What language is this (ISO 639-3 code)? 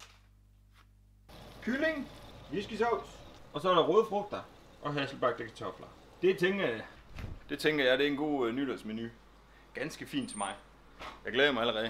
dan